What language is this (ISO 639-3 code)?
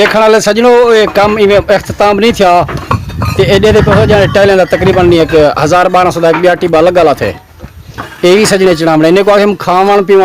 skr